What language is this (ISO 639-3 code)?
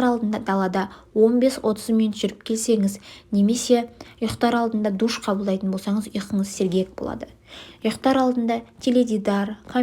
kaz